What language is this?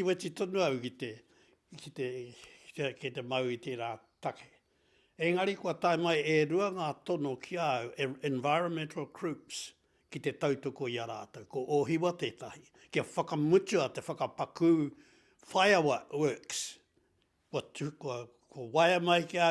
Māori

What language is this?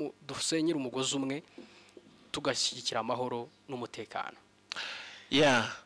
Kinyarwanda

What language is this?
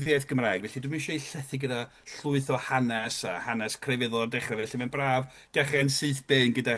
Welsh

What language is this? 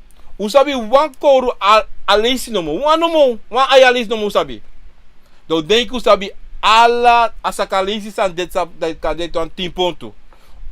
Sranan Tongo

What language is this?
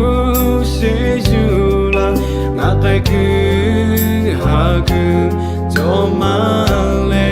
Lahu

